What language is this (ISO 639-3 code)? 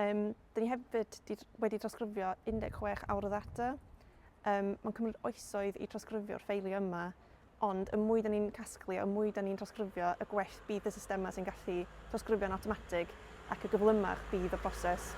cym